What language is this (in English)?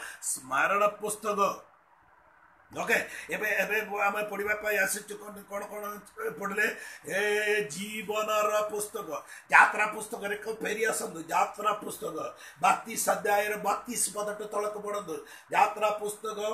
Odia